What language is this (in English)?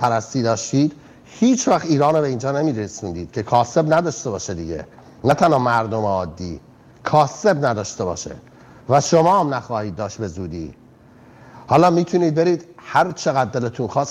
Persian